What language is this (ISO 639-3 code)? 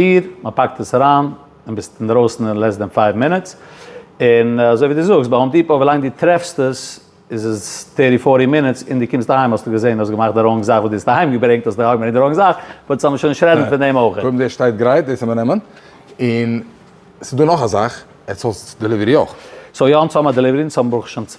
yid